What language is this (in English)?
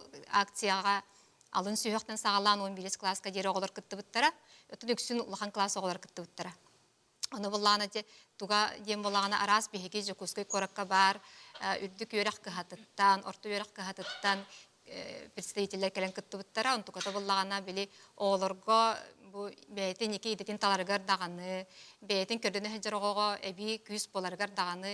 Yakut